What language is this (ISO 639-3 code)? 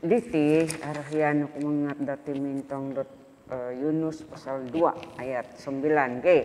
dtp